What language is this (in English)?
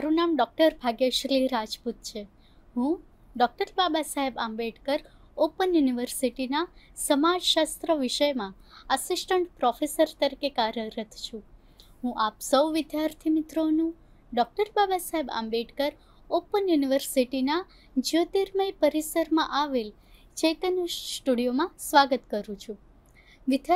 Gujarati